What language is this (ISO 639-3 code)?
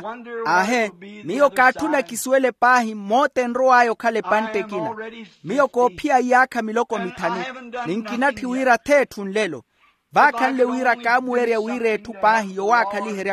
vmw